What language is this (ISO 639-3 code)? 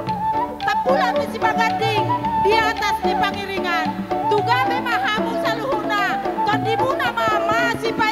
bbc